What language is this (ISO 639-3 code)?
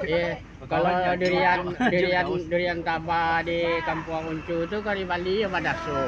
min